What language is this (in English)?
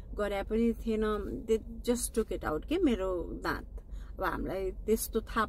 Nepali